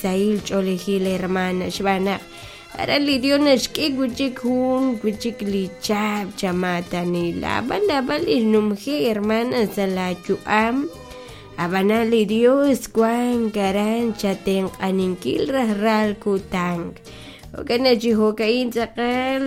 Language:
Kekchí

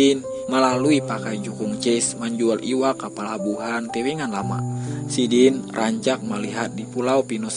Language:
Banjar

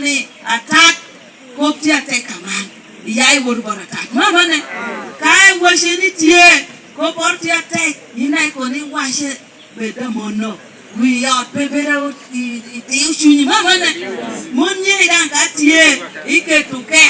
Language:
Lango (Uganda)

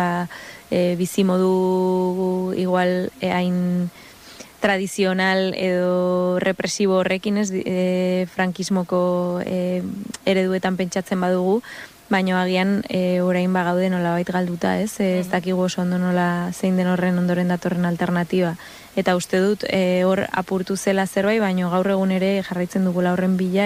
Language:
Basque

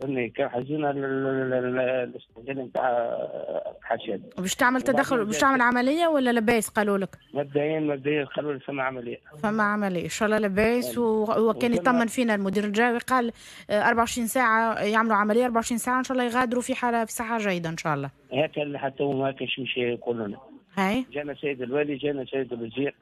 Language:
Tunisian Arabic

